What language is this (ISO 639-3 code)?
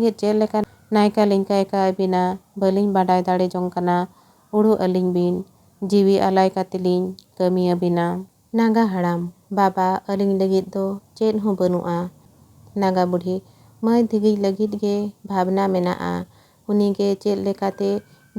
sat